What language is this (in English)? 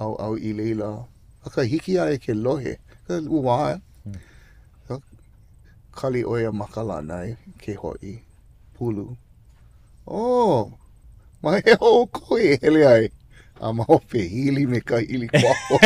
Hawaiian